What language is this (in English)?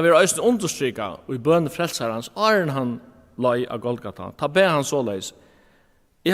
Faroese